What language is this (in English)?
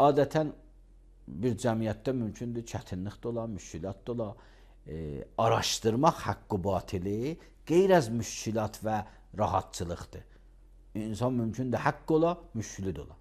Azerbaijani